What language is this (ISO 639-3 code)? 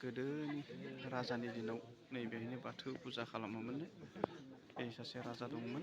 brx